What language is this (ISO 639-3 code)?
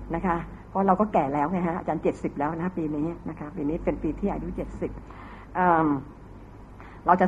tha